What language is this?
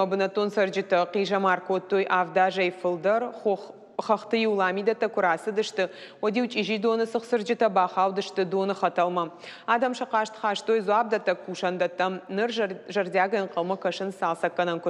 Ossetic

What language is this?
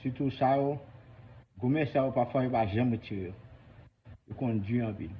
Haitian Creole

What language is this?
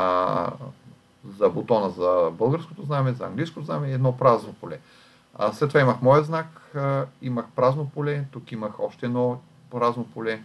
Bulgarian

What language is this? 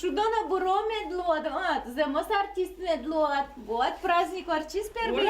Udmurt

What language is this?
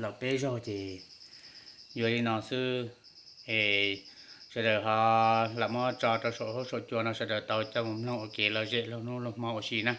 Hmong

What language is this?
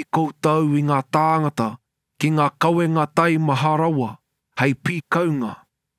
Māori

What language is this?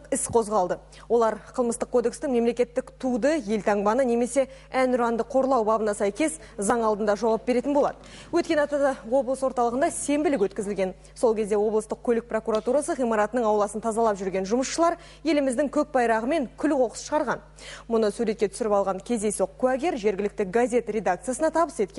Kazakh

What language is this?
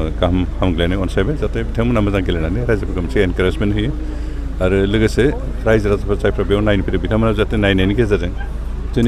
Bodo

